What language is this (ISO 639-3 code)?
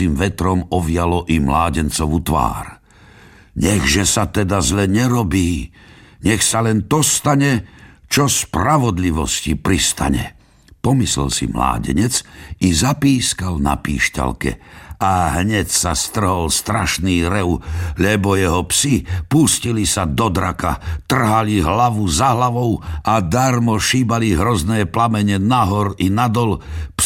slk